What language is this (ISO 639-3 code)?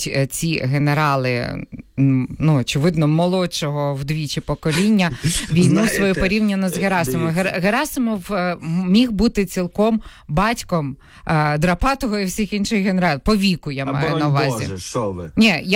ukr